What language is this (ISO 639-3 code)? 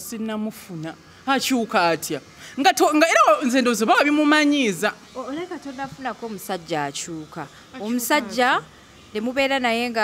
lug